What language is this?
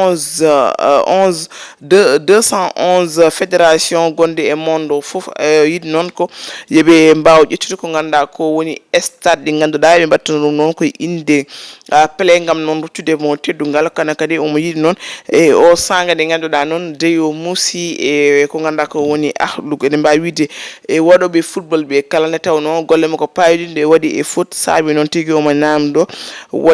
Fula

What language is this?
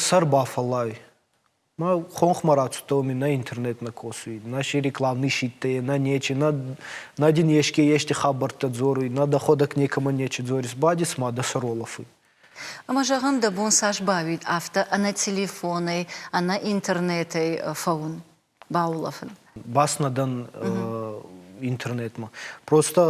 Ossetic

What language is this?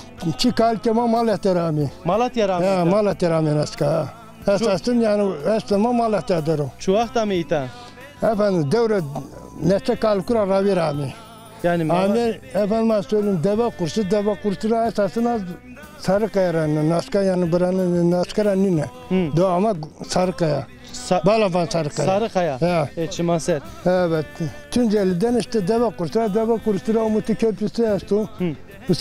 Zaza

